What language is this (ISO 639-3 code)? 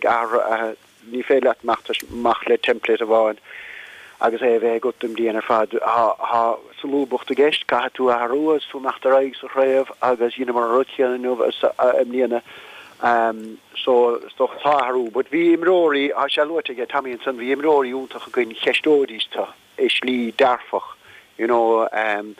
gle